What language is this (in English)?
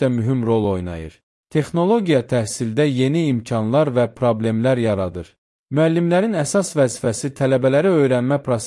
Azerbaijani